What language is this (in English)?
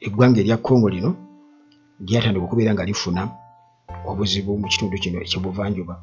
Ganda